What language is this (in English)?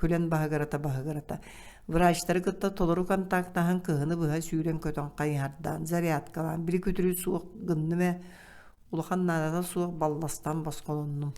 Yakut